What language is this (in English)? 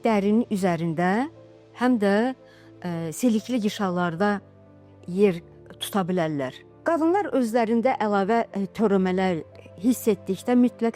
Azerbaijani